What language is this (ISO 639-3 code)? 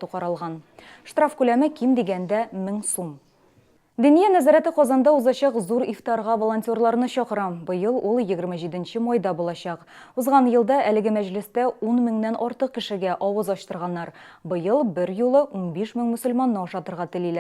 tat